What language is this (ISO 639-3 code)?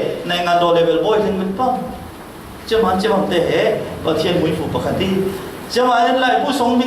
cfm